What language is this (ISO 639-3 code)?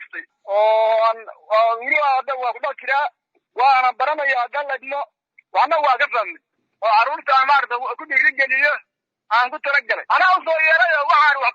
som